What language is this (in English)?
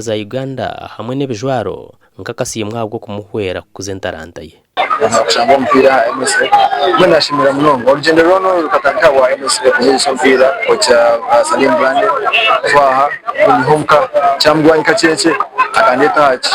Nyankole